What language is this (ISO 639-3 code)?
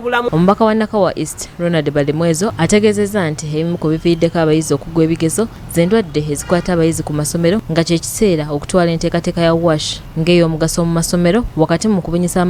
lug